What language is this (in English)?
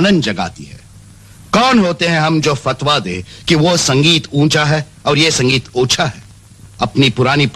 Hindi